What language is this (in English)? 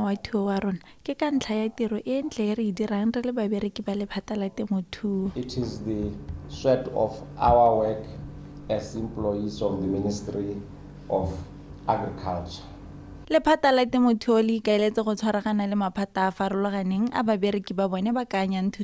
Tswana